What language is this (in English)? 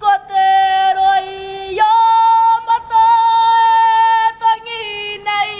Māori